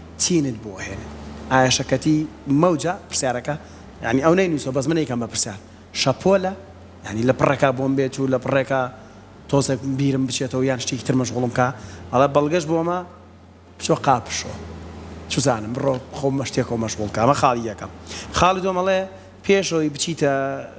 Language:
Central Kurdish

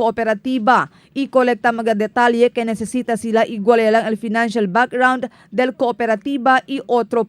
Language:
Chavacano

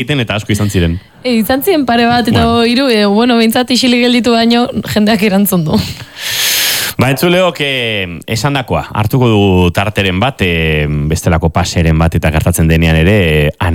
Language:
Basque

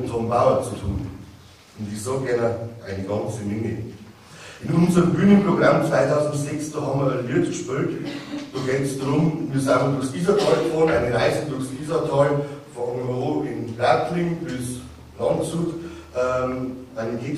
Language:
Bavarian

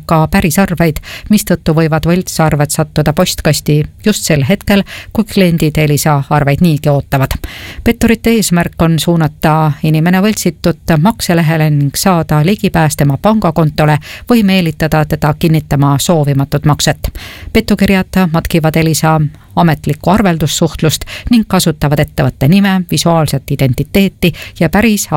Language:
Estonian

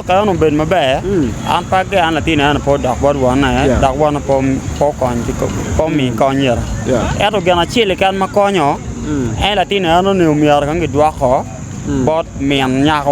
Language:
Acoli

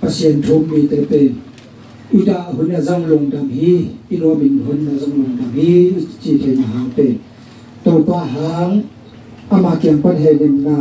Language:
Tedim Chin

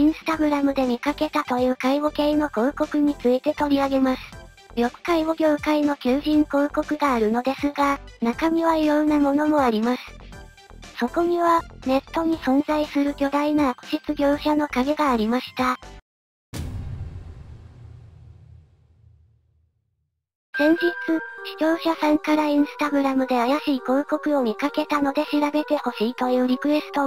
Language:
Japanese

